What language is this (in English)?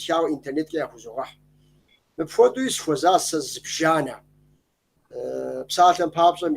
Kabardian